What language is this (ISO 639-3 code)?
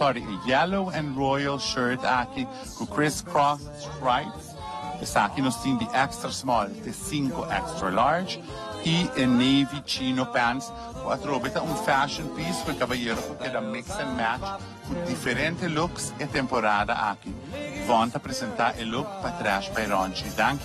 pap